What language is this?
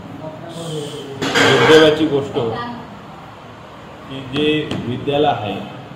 Marathi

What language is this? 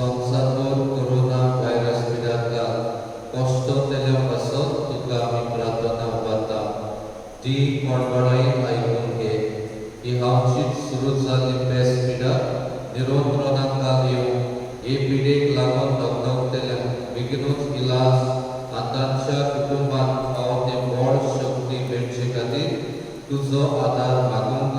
Konkani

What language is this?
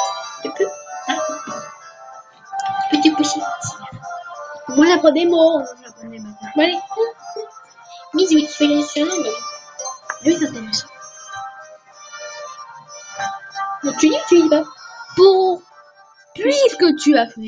French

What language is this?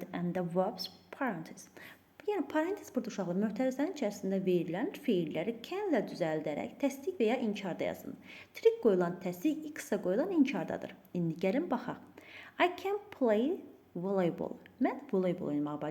Azerbaijani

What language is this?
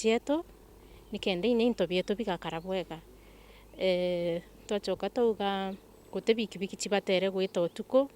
Meru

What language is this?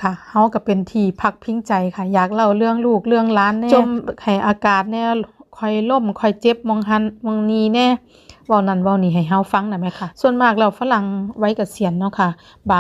Northeastern Thai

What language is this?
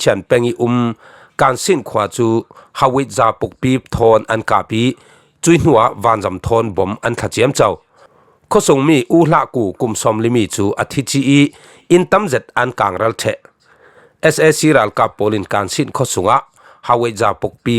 Falam Chin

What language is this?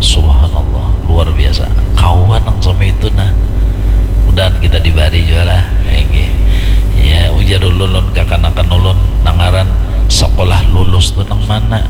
Banjar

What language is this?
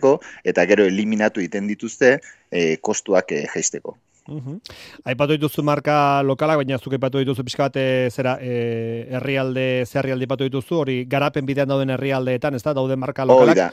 Basque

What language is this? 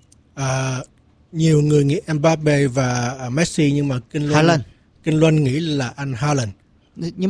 Vietnamese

